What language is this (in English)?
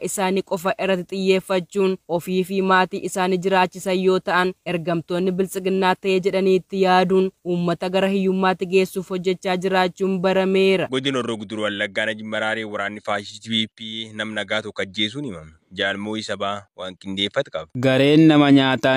Oromo